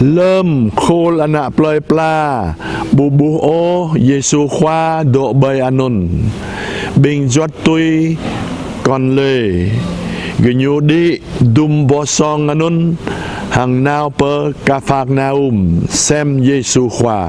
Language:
Jarai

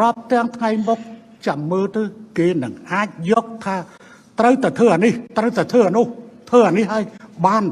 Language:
Khmer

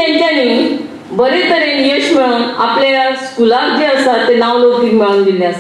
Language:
Konkani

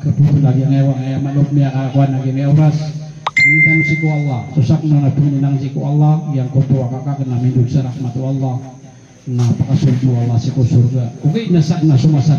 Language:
Maranao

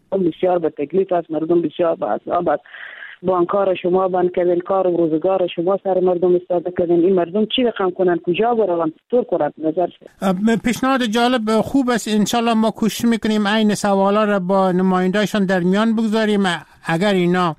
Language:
Persian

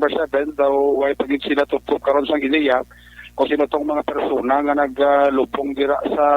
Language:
Hiligaynon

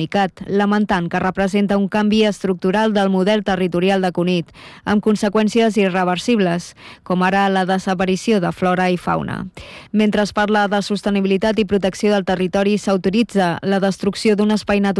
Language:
Catalan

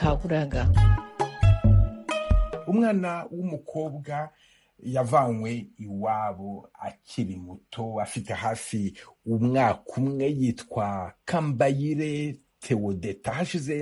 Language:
Kinyarwanda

